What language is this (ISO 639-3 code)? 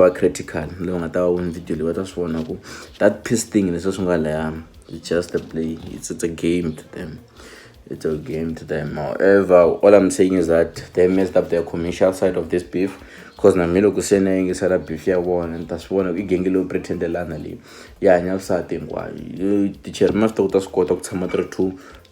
tso